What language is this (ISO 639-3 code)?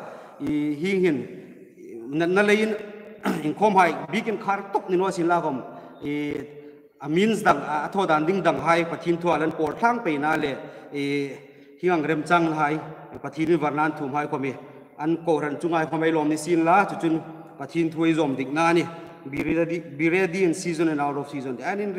hmr